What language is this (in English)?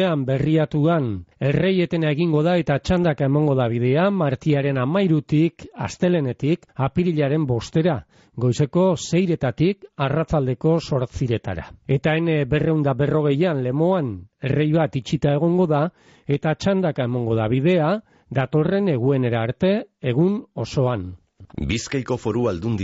Basque